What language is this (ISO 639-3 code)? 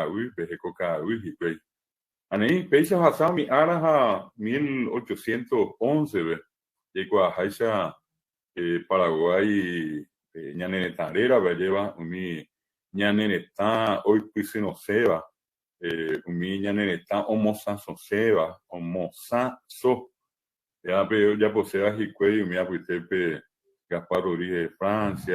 grn